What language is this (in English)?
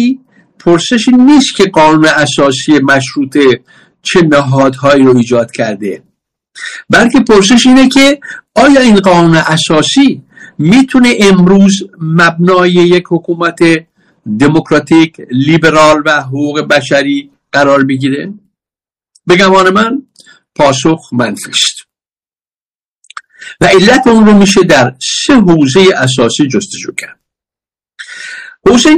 Persian